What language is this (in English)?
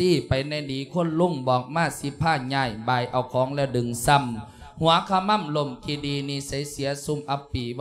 Lao